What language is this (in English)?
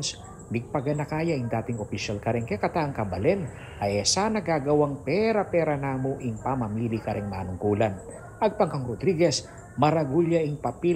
Pampanga